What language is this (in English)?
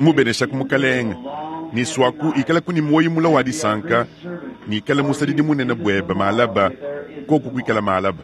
Luba-Lulua